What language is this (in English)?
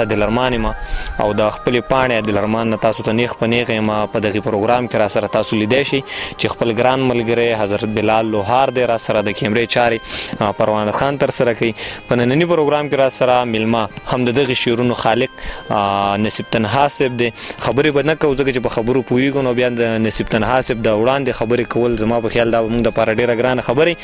Pashto